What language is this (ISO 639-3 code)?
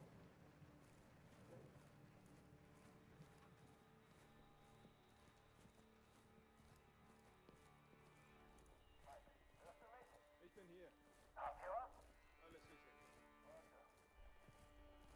deu